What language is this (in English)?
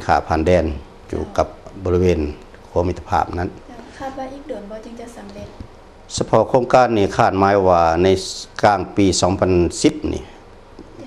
Lao